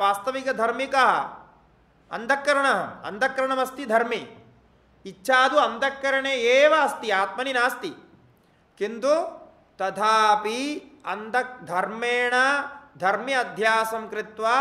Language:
Sanskrit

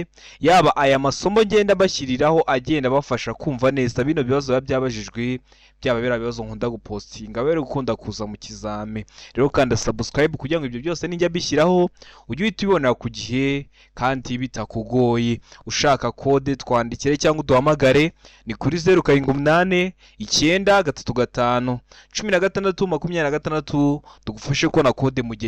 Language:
Kinyarwanda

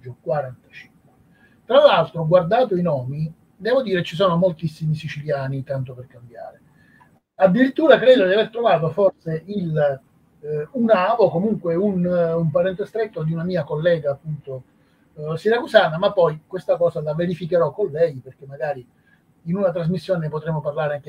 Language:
Italian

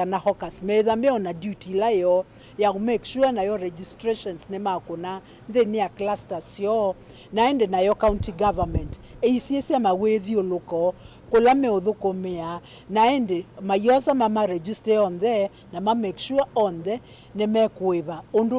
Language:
Kamba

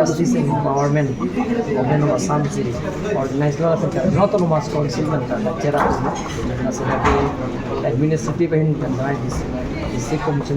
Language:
Karbi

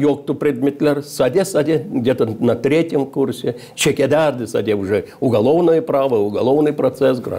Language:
Gagauz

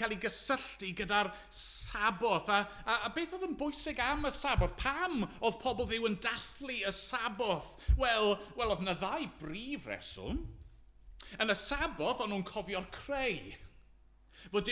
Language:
Welsh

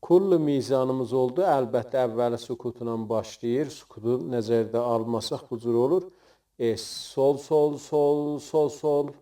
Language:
South Azerbaijani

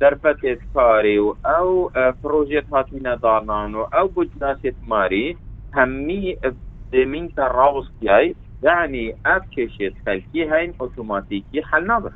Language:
Kurdish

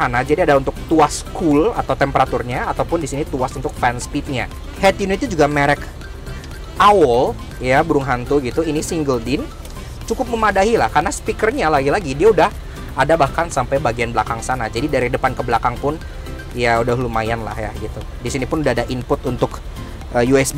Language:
Indonesian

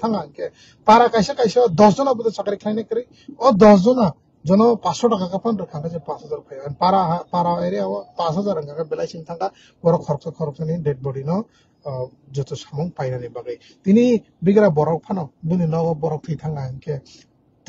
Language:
Kok Borok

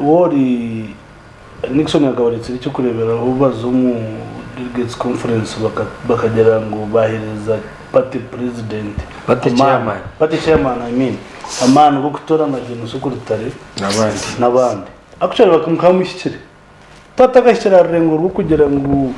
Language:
Nyankole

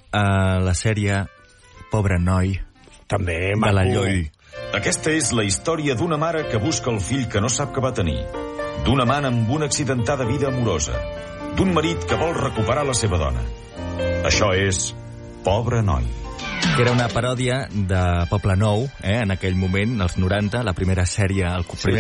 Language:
Catalan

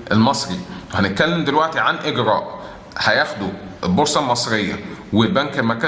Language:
Egyptian Arabic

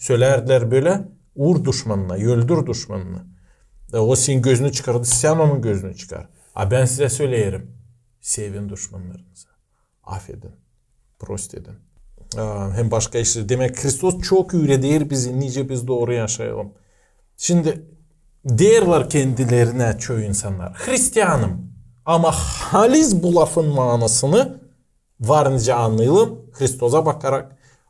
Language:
Gagauz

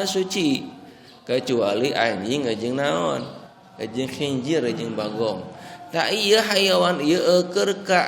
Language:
Sundanese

